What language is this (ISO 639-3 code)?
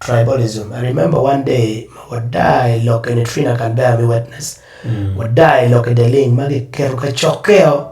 ach